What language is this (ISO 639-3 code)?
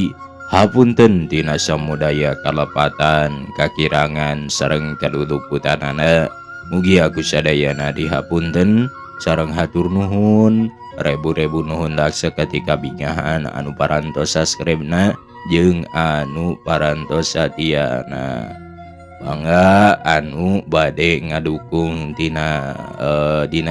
sun